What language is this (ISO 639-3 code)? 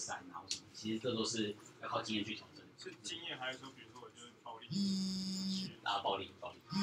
zho